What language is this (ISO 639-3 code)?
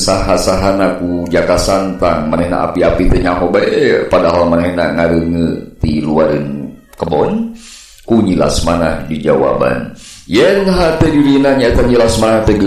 sun